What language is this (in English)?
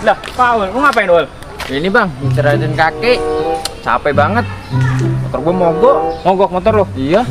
Betawi